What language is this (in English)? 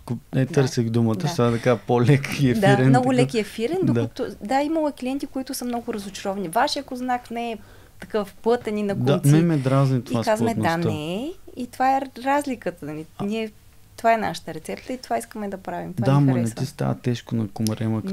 Bulgarian